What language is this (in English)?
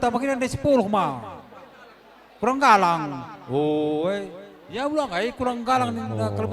Batak Karo